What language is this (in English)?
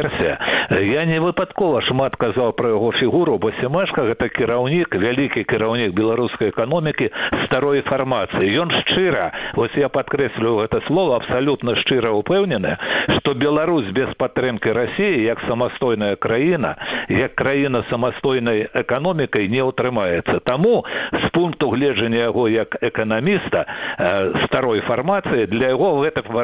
Belarusian